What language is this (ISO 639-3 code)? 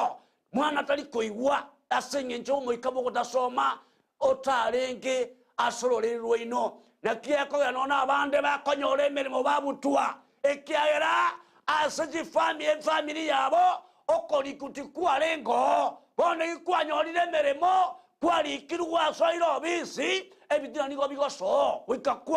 guz